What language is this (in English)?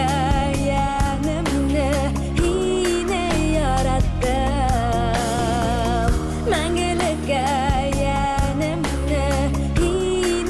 Bashkir